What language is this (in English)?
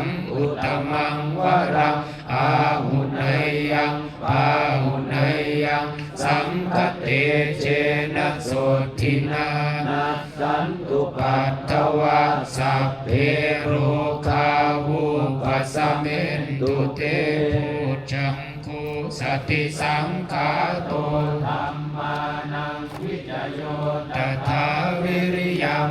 Pali